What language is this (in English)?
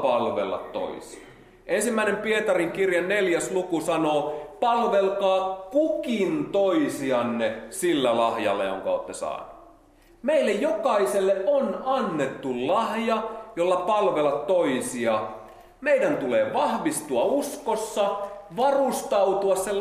Finnish